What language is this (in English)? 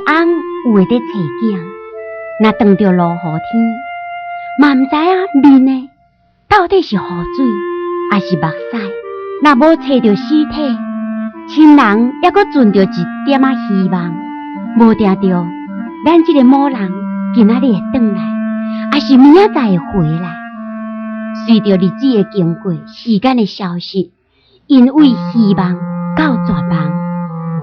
Min Nan Chinese